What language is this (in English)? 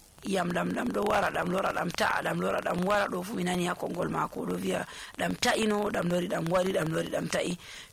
Nigerian Fulfulde